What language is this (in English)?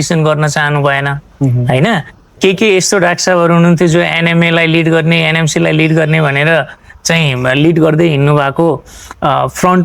Nepali